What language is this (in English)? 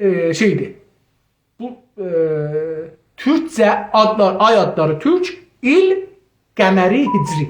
South Azerbaijani